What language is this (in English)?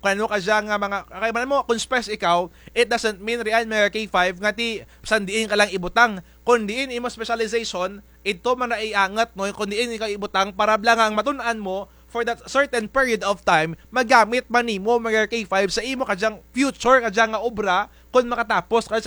Kinaray-a